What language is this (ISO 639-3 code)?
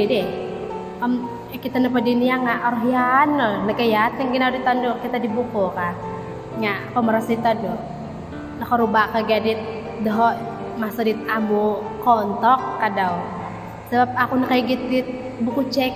dtp